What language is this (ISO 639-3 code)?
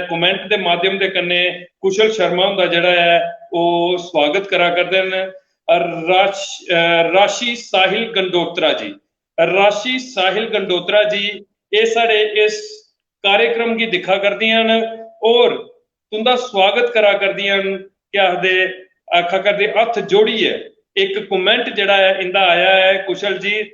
doi